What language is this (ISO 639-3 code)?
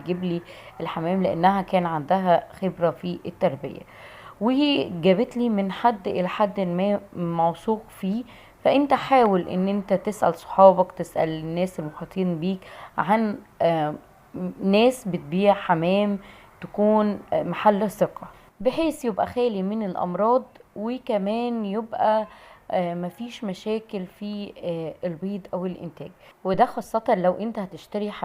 arz